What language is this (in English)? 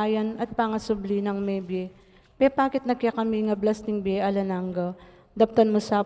Pampanga